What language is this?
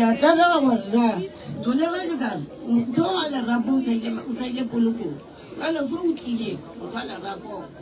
Northern Sotho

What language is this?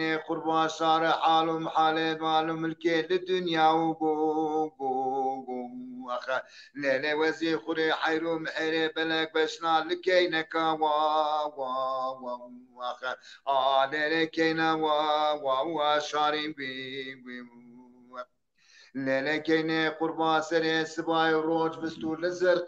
Zaza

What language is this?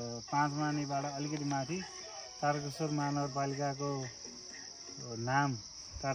Nepali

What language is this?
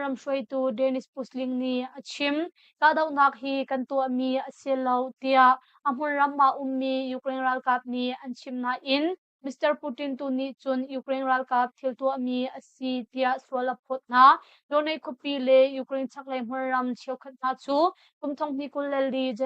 Hakha Chin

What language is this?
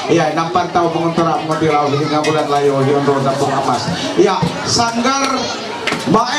Ma'anyan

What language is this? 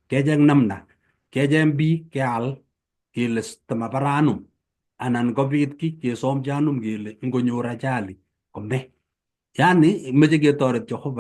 Kalenjin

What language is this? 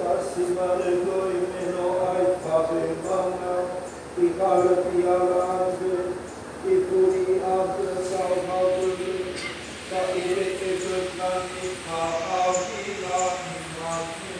Nias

